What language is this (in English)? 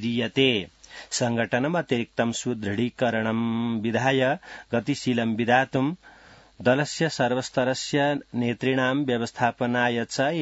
Sanskrit